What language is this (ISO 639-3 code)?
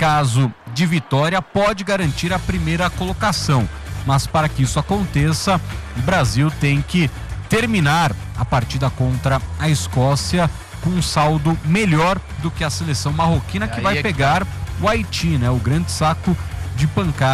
por